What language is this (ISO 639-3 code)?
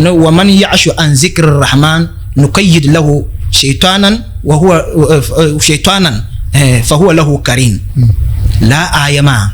dag